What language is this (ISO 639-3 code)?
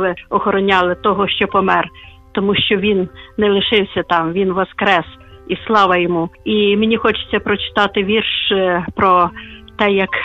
ukr